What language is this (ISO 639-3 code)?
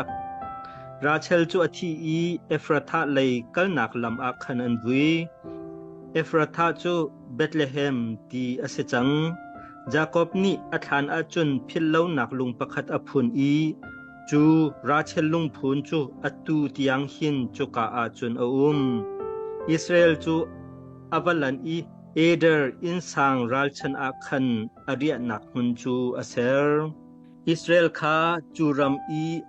cnh